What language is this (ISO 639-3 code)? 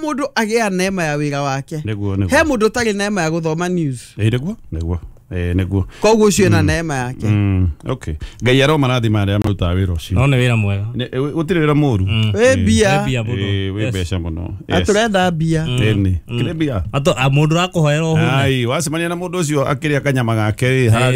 kik